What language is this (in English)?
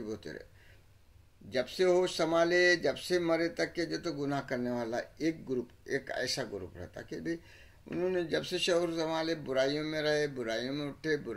Urdu